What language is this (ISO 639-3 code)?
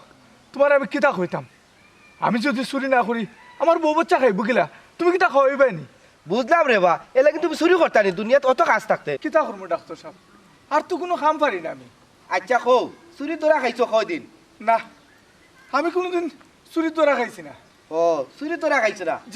syl